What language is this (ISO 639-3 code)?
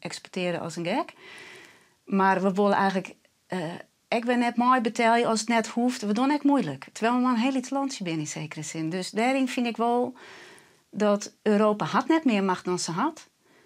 fry